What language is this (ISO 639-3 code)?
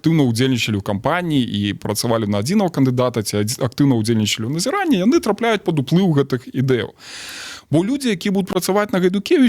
bel